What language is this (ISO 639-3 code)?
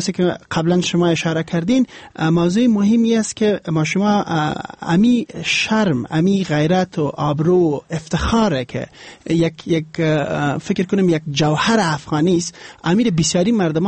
fas